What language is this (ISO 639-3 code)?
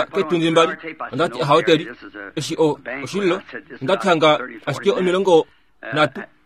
kua